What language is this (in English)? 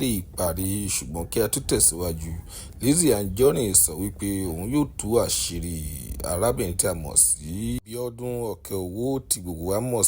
Yoruba